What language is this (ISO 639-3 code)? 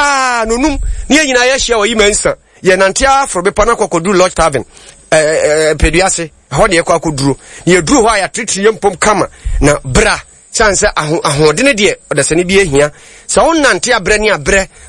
aka